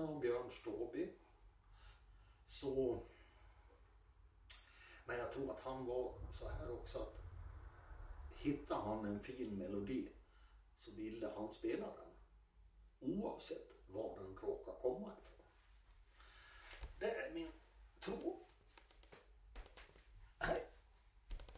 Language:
Swedish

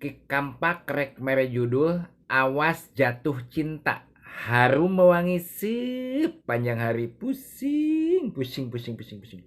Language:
Sundanese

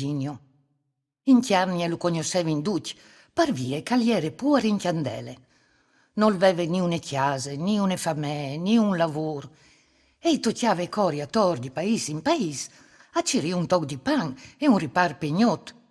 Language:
Friulian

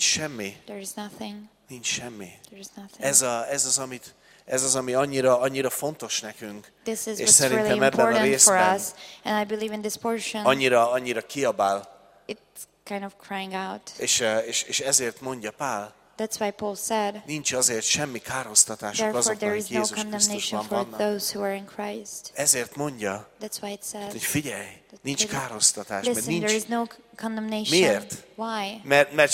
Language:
Hungarian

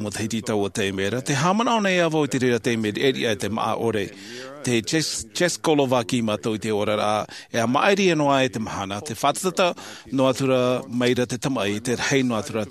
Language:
Tahitian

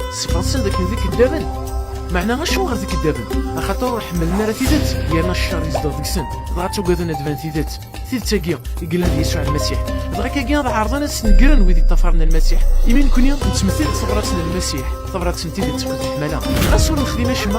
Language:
Kabyle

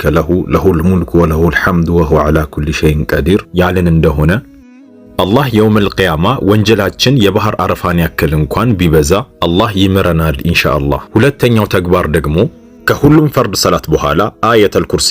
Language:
Amharic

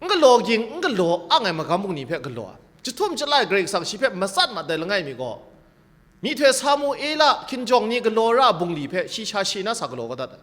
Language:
Kachin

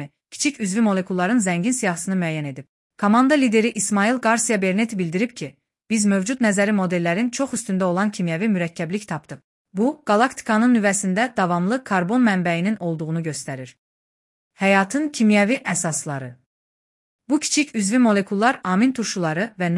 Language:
Azerbaijani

